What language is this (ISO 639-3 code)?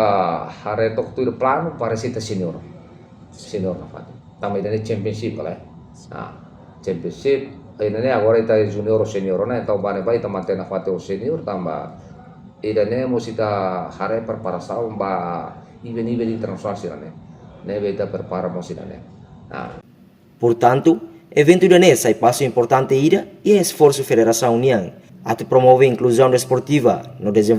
tet